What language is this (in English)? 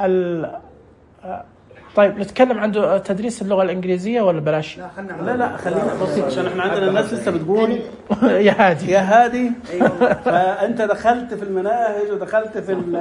Najdi Arabic